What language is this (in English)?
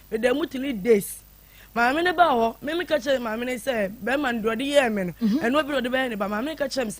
Akan